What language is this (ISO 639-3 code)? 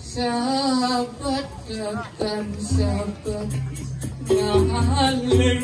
ban